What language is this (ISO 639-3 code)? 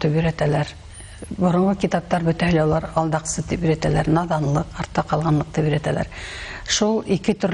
bak